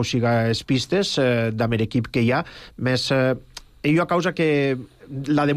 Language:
Catalan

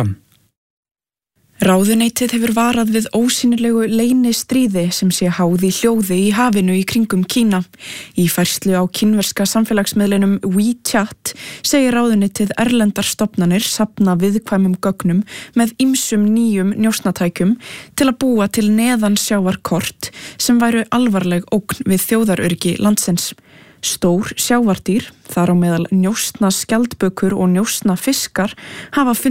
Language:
Icelandic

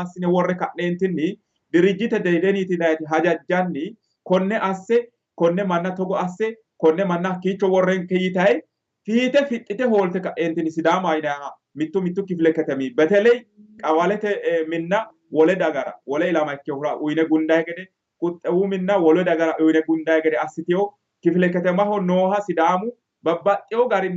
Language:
Sidamo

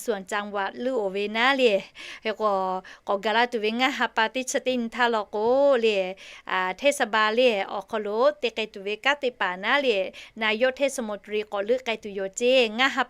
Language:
Lahu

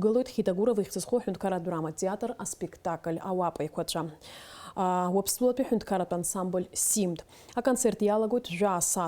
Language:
Abkhazian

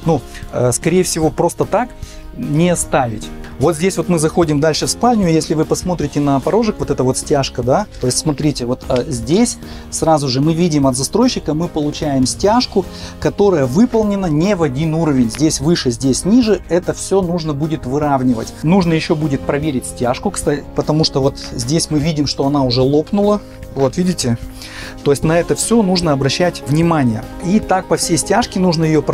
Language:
Russian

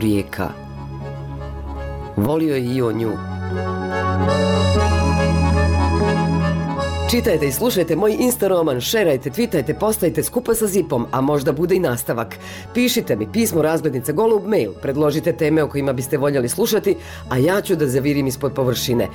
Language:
Bosnian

